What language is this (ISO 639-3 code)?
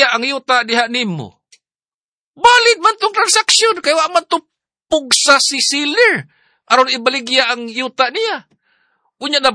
ceb